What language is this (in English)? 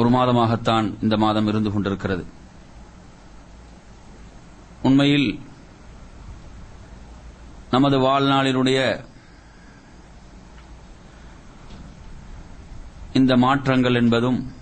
Tamil